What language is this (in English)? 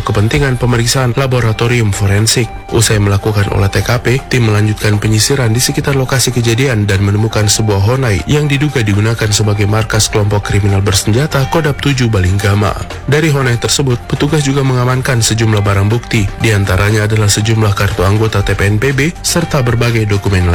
Indonesian